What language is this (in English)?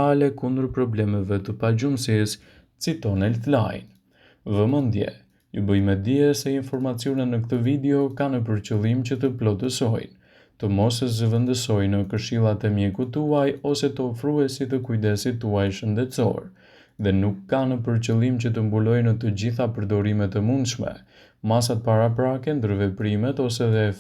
Albanian